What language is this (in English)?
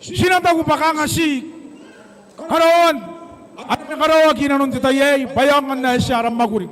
Gilbertese